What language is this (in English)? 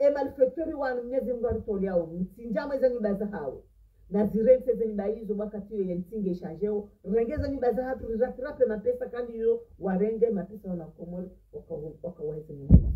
Ngazidja Comorian